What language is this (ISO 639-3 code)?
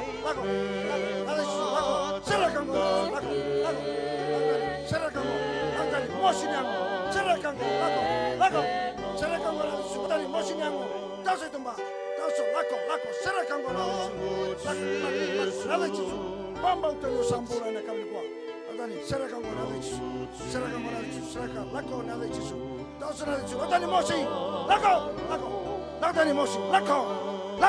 fij